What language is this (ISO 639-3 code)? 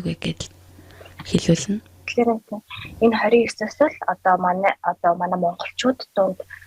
mon